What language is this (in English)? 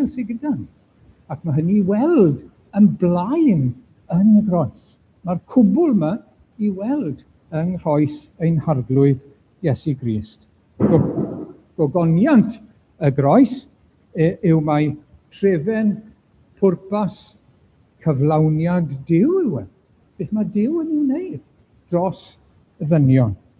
Welsh